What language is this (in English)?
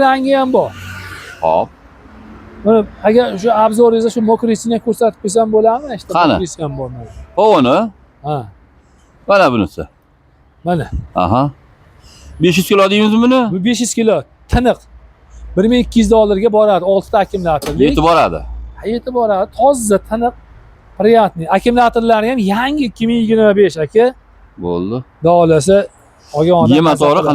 Uzbek